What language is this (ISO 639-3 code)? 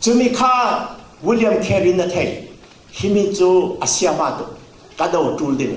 cfm